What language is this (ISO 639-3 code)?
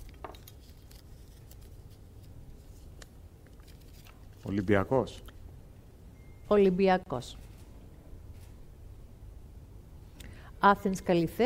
ell